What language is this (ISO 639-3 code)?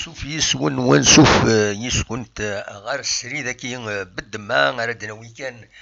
kab